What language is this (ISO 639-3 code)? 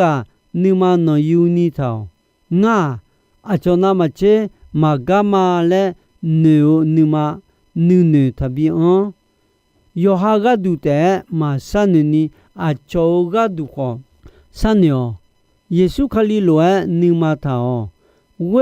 ahk